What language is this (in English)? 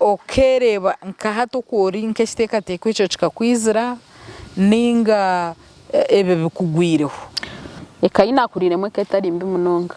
Nyankole